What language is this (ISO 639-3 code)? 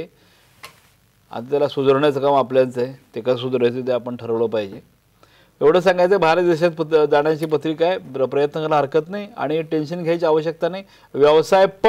mar